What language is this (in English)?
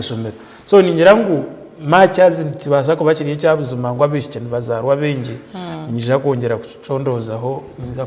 Nyankole